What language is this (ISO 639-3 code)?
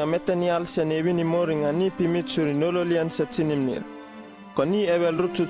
upv